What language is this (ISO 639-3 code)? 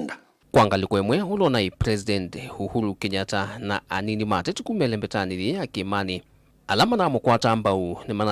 kam